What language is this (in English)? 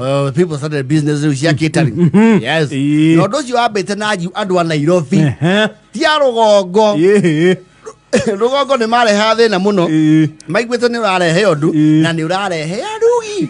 Kikuyu